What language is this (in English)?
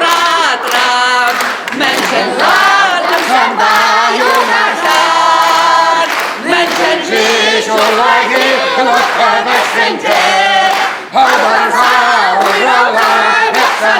Chuvash